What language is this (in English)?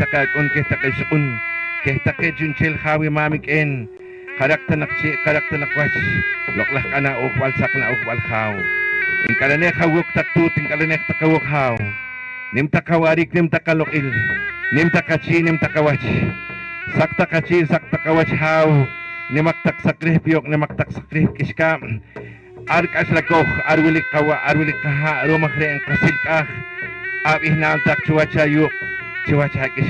Poqomchi'